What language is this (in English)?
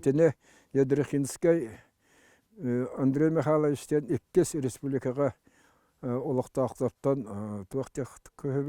Yakut